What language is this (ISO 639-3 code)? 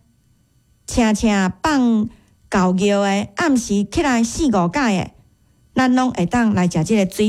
nan